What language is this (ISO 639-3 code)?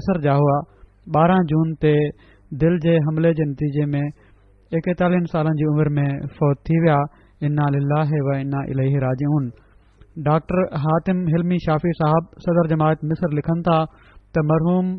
snd